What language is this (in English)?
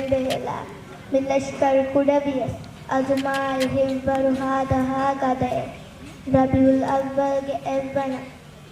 Divehi